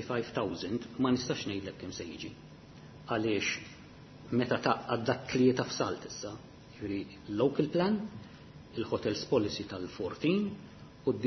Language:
Maltese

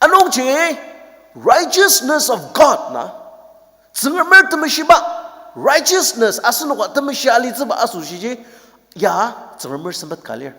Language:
Ao Naga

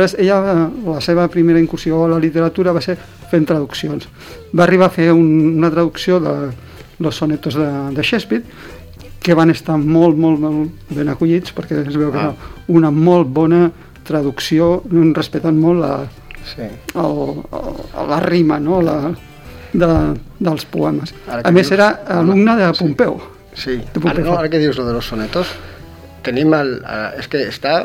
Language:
Catalan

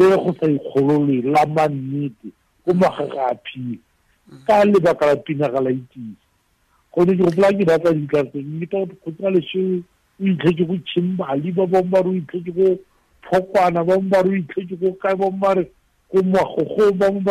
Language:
Tswana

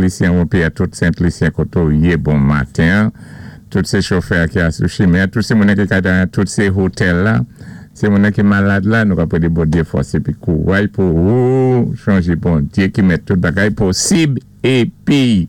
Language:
Saint Lucian Creole French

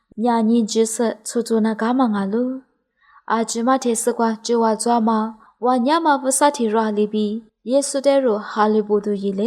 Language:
Lisu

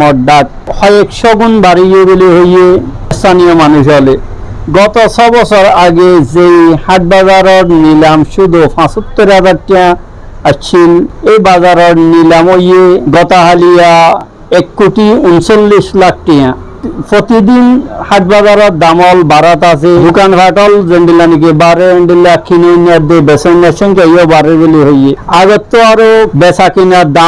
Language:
Rohingya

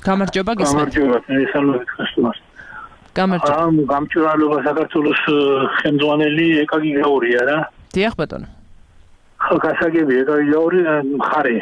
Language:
Georgian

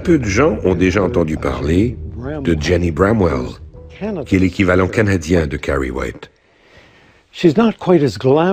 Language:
French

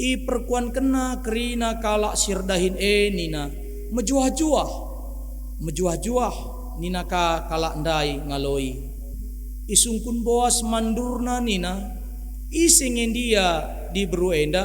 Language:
Batak Karo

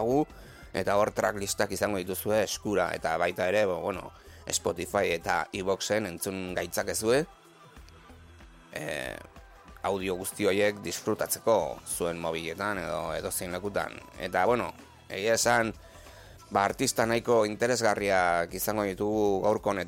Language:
Basque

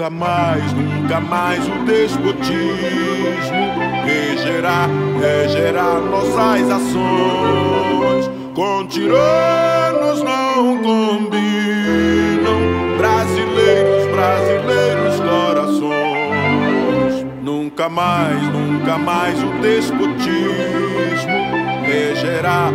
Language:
Portuguese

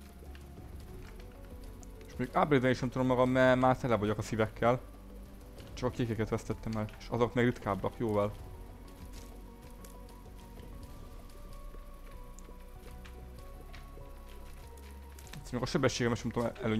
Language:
Hungarian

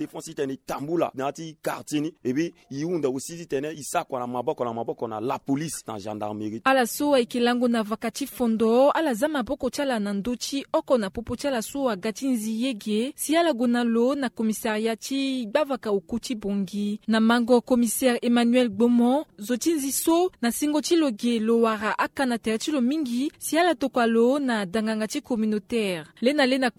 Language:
Sango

